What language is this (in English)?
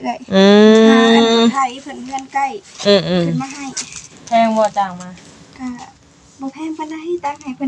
Northeastern Thai